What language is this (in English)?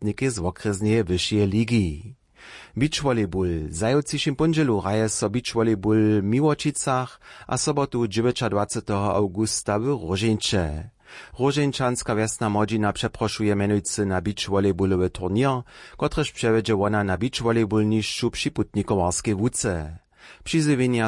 Upper Sorbian